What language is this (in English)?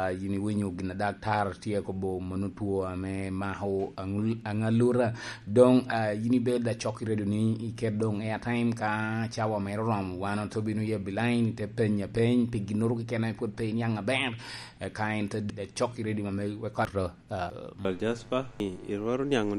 Lango (Uganda)